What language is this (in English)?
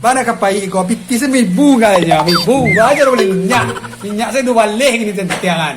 Minangkabau